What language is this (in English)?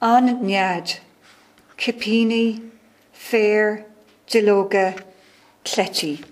Irish